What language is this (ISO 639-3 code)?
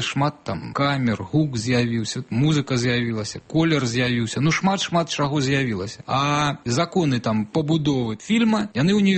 bel